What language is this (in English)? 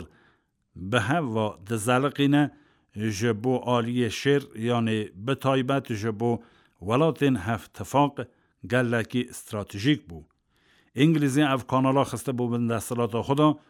Kurdish